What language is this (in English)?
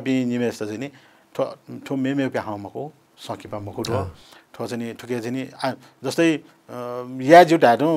Newari